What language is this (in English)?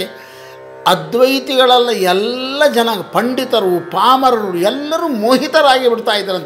Kannada